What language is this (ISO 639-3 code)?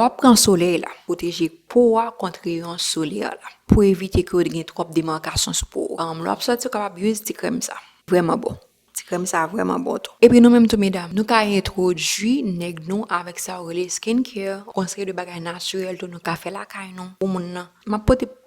hat